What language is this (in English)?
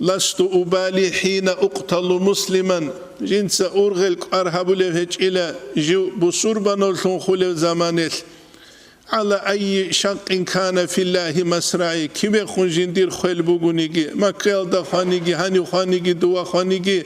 Avaric